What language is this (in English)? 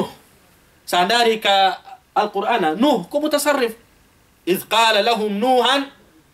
Fula